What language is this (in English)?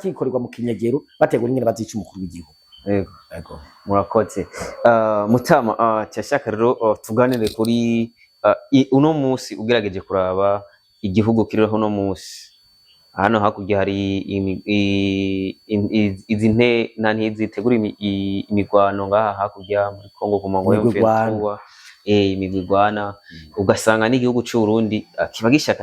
Rundi